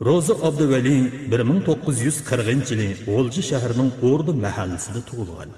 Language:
Uyghur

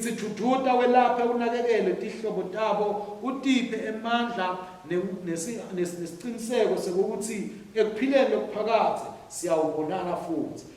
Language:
Swati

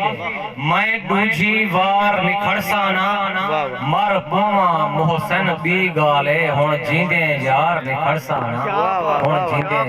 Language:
Saraiki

